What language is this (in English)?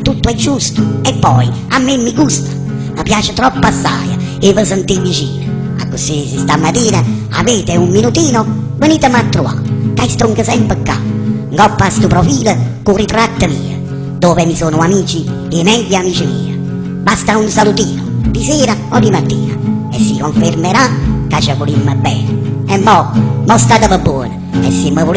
Neapolitan